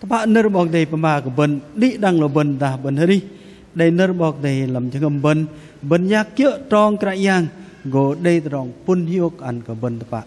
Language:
Bahnar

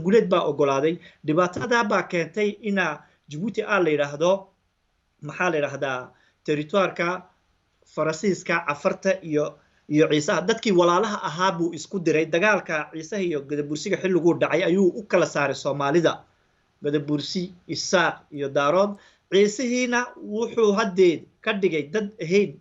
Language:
Somali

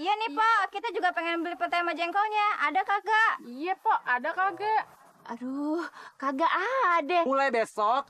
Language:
Betawi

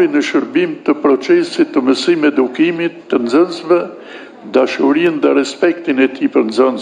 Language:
Albanian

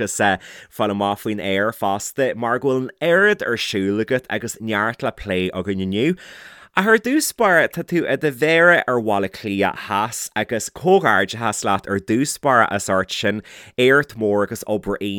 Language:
Irish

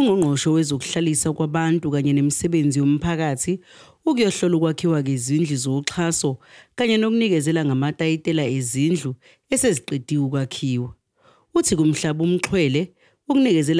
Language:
Zulu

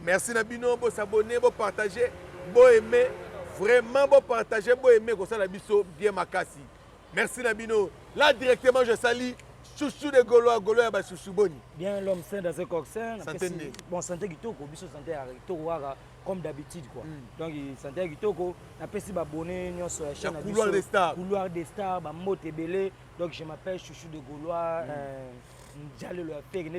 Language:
Lingala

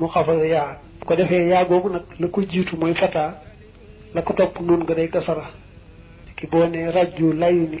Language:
Wolof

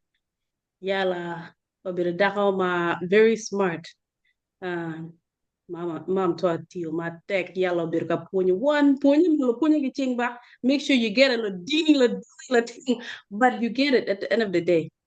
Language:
Acoli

